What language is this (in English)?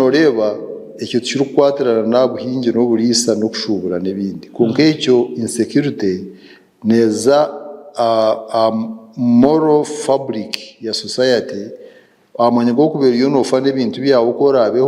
Nyankole